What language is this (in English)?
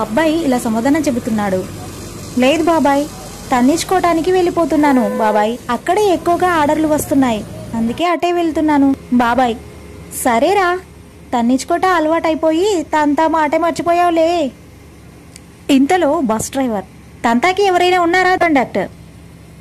Telugu